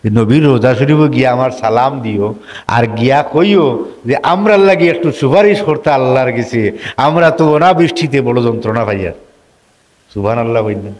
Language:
Sylheti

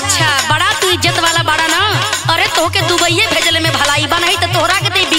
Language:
Bhojpuri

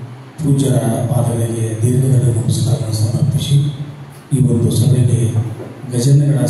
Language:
Kannada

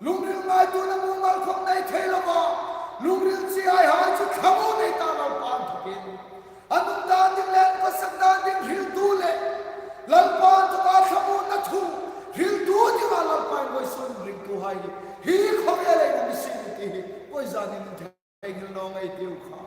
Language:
Hmar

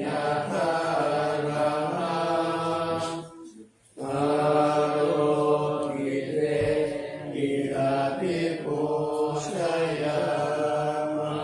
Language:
Pali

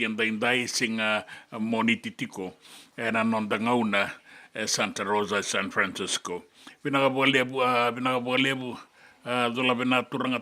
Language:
Fijian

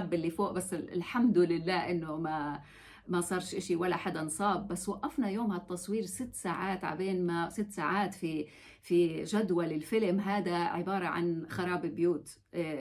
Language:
North Levantine Arabic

